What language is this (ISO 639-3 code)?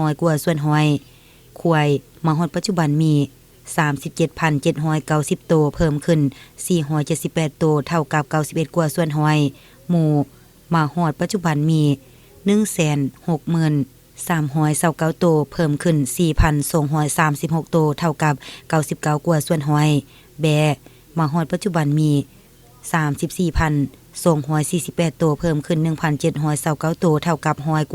lao